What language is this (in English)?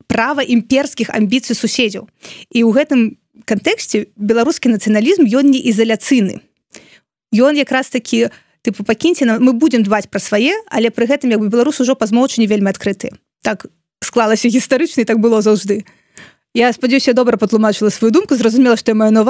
Belarusian